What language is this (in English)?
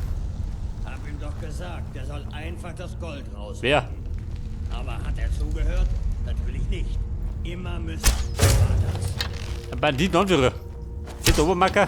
Bavarian